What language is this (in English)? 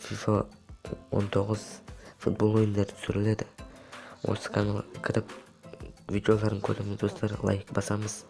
Kazakh